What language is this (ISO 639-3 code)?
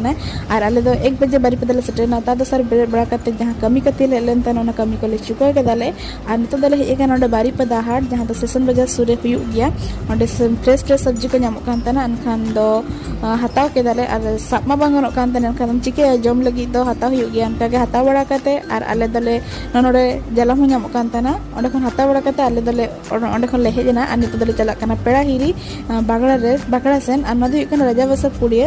sat